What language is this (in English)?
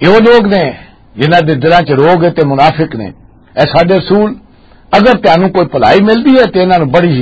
Western Panjabi